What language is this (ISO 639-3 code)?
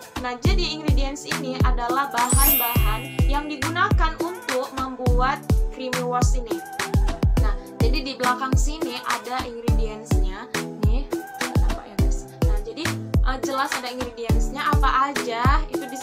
ind